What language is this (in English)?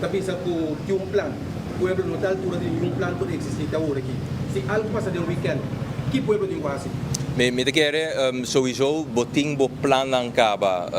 Papiamento